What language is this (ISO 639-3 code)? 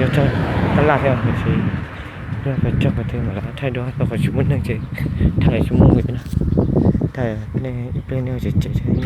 hmn